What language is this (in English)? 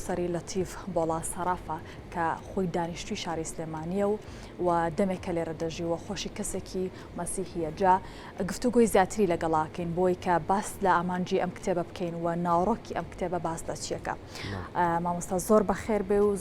Central Kurdish